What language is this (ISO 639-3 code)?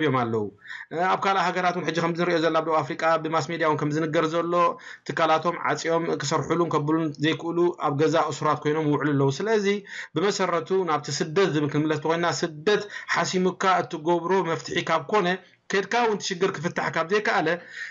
tir